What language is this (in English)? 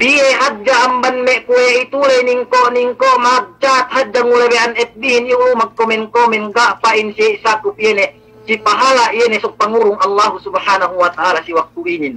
Yakan